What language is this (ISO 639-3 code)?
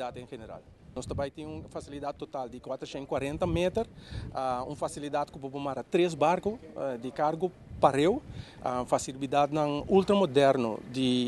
pap